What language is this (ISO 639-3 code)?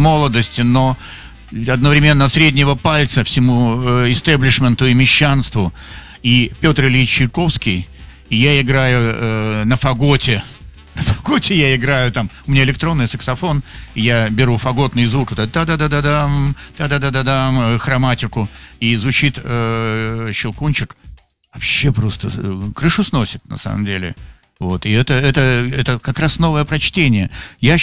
rus